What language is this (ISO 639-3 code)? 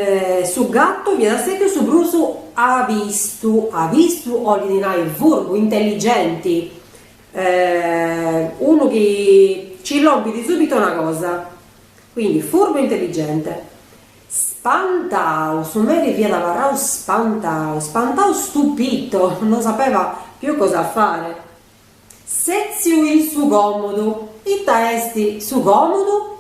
srd